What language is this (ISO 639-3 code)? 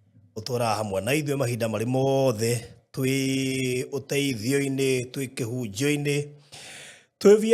kik